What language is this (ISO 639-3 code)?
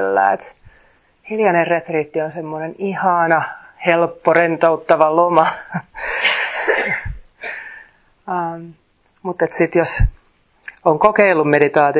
fin